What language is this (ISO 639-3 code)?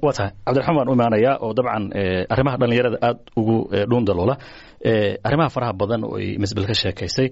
som